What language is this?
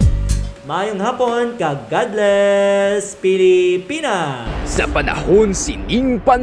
Hiligaynon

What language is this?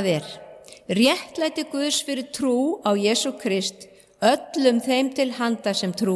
Icelandic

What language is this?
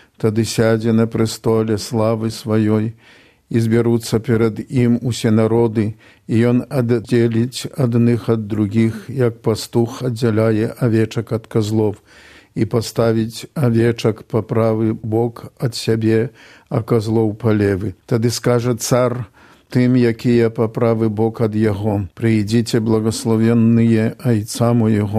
Belarusian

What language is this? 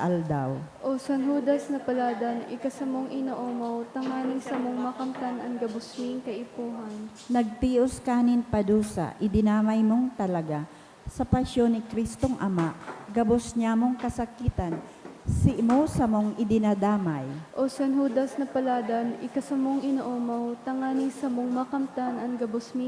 Bikol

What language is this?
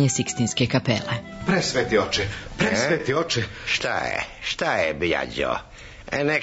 Serbian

